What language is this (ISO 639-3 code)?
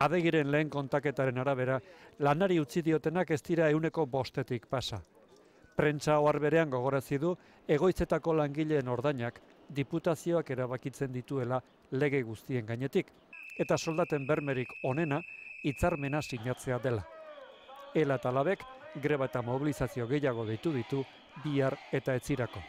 eus